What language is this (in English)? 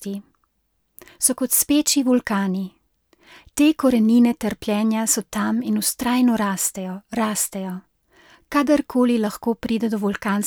Slovenian